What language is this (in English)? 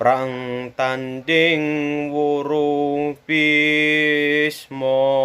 Javanese